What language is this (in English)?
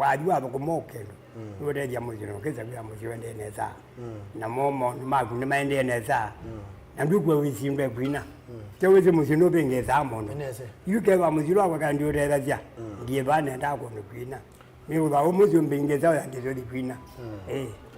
Kamba